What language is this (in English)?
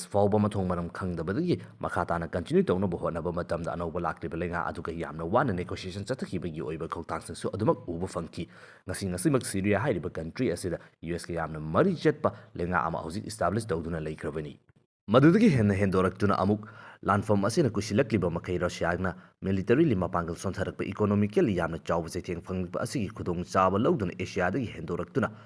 Manipuri